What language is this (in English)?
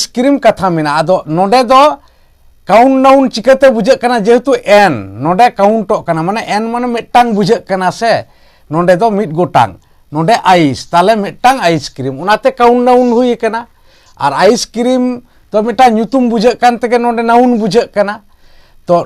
Santali